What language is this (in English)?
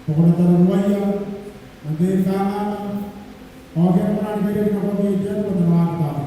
Gilbertese